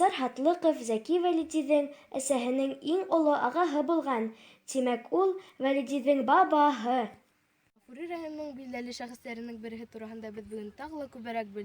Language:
Bashkir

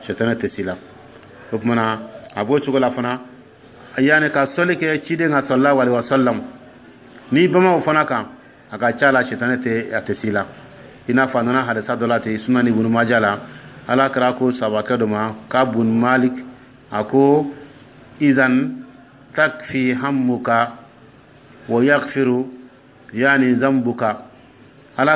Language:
Dyula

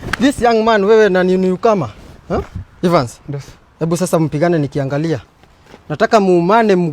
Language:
Swahili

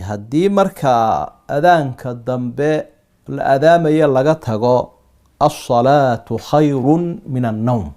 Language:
Somali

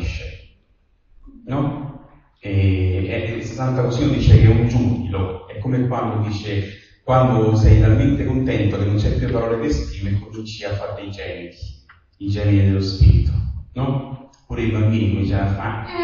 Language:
Italian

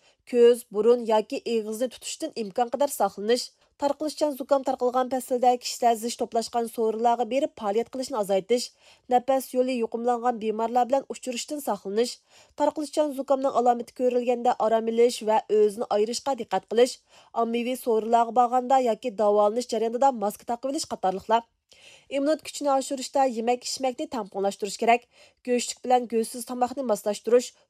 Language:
Uyghur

